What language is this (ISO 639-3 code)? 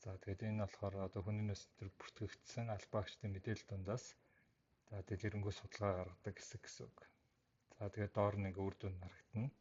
mon